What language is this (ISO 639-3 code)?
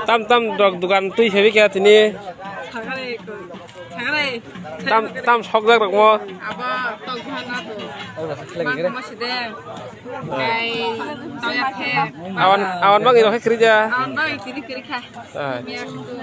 trp